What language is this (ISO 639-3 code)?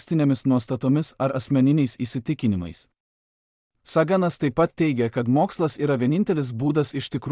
lit